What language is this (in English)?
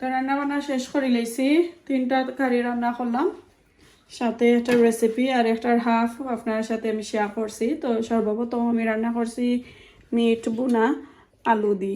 Sylheti